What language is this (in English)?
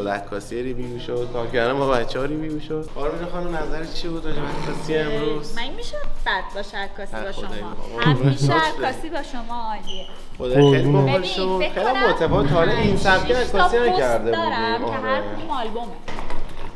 Persian